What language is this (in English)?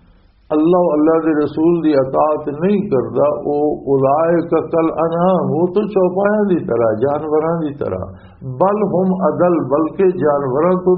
Western Panjabi